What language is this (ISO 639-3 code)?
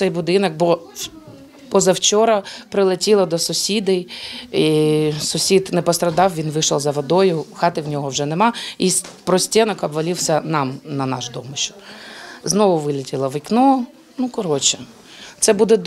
ukr